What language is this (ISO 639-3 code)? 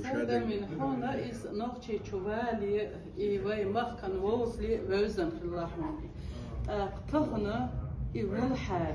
che